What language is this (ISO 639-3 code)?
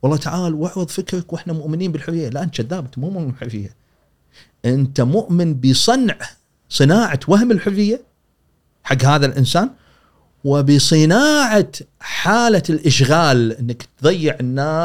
afb